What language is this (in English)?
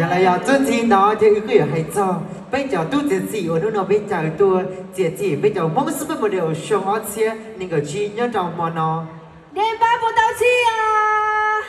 Hmong